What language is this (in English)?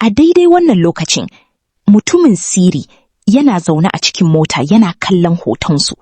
Hausa